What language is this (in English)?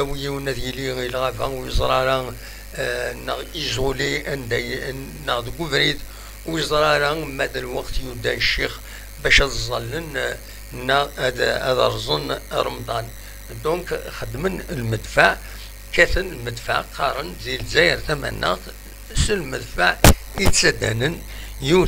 Kabyle